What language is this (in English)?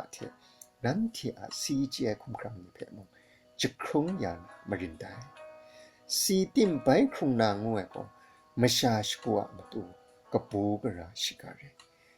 Kachin